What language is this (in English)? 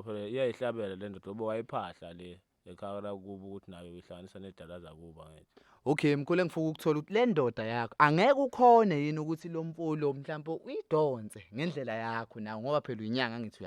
Zulu